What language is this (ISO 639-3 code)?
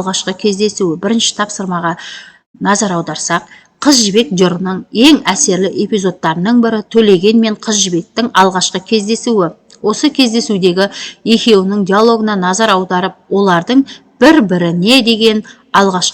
kaz